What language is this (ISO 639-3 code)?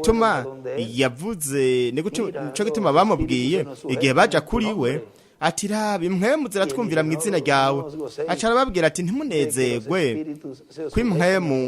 run